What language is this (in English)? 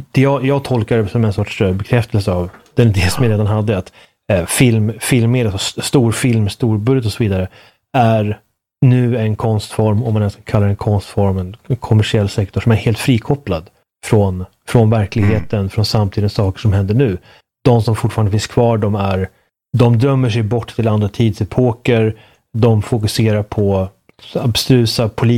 Swedish